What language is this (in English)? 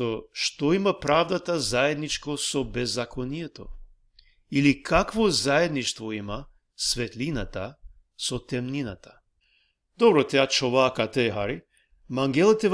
Balkan Romani